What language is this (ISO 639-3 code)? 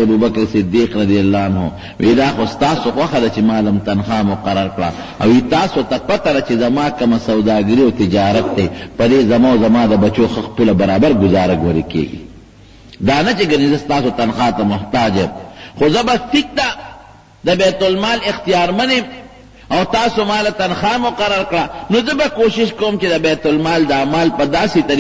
pus